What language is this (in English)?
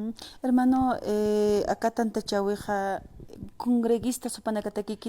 Aymara